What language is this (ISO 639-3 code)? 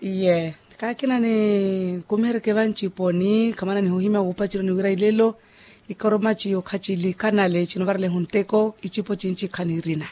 vmw